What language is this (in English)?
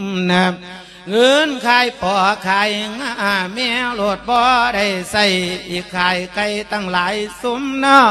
Lao